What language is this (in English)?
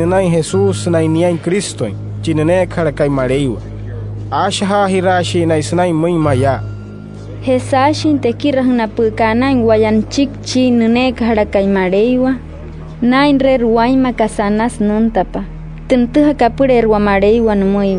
Wayuu